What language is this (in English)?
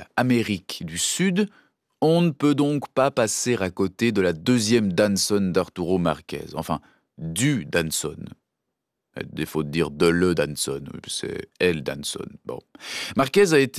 French